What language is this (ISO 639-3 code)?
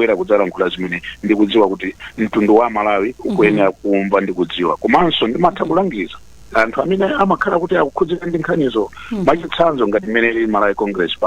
nya